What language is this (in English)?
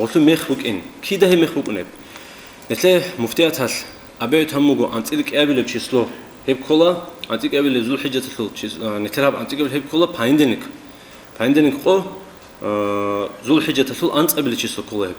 Avaric